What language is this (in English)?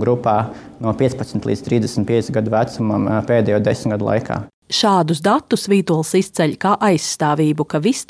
Latvian